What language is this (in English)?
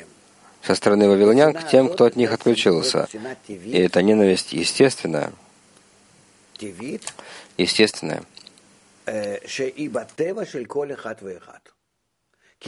Russian